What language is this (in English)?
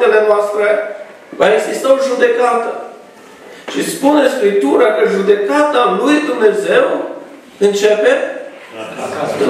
Romanian